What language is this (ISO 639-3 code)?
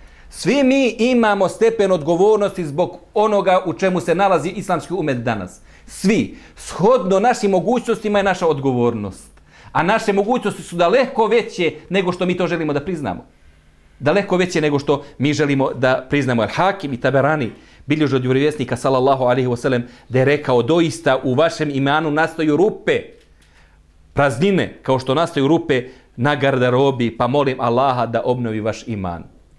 bos